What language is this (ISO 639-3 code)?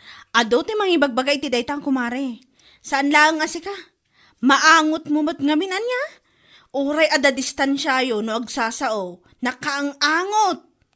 ilo